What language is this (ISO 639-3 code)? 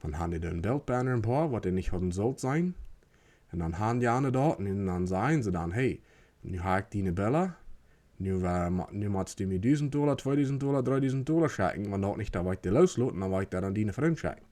pdt